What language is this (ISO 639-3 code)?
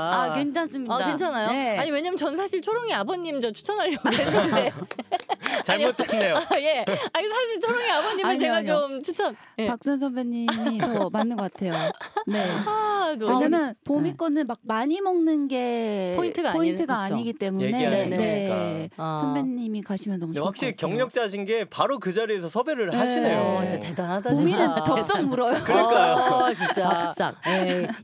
kor